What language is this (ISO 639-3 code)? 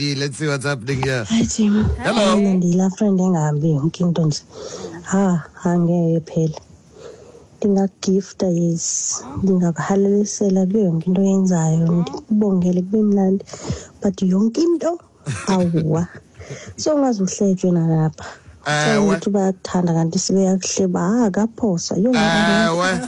xho